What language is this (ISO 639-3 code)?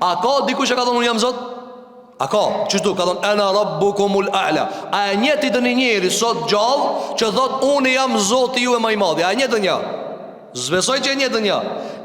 sqi